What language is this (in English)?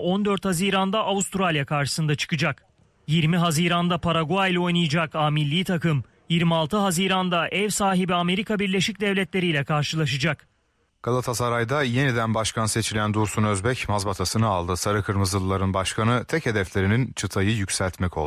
Turkish